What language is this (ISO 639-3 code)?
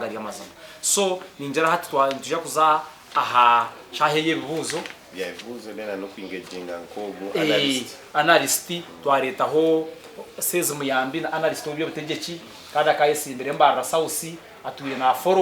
nyn